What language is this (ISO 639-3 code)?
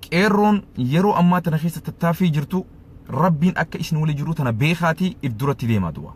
orm